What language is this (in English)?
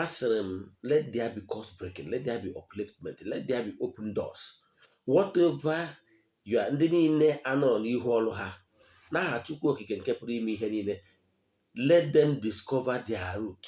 Igbo